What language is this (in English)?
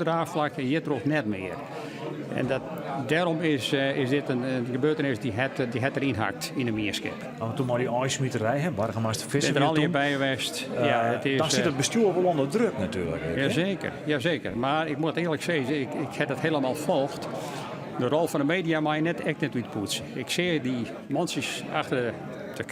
Western Frisian